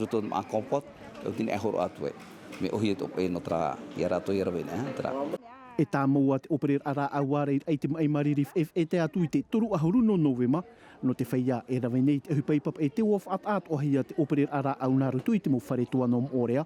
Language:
Tahitian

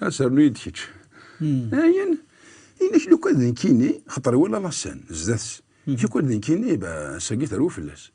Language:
Kabyle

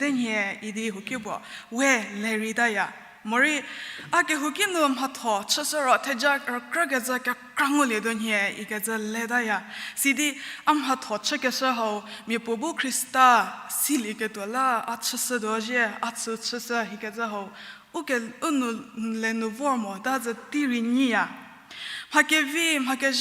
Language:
Angami Naga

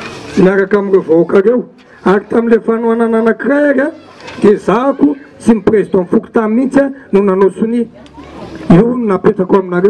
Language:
Malagasy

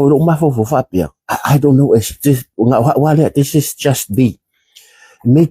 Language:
Samoan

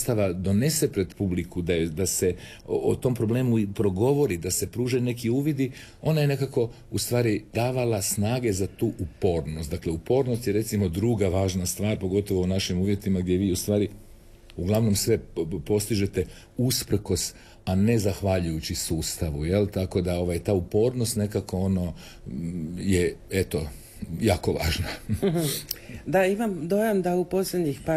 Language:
Croatian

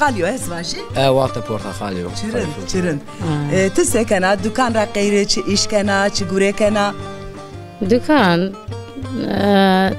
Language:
Zaza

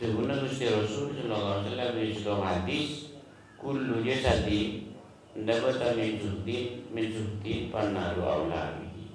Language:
Madurese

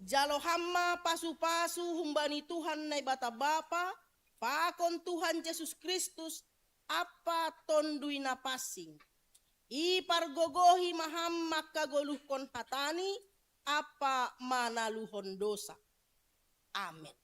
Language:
Batak Simalungun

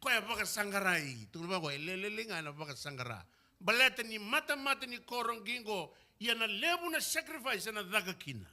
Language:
Fijian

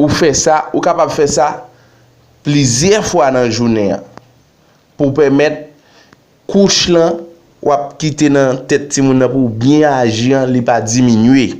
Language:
Haitian Creole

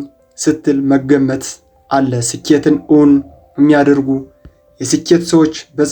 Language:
Amharic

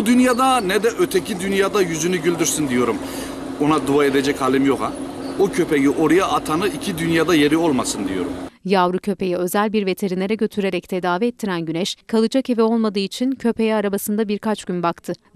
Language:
Turkish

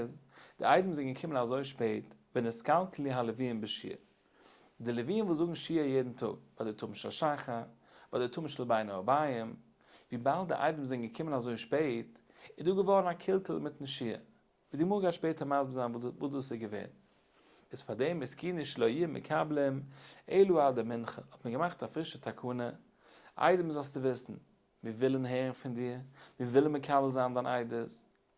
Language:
Yiddish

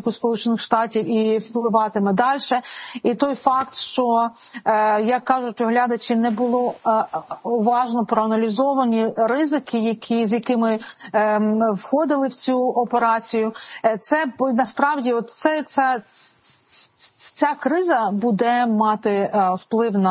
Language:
Ukrainian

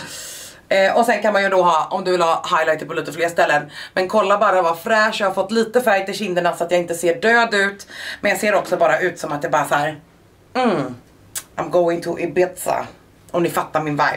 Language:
Swedish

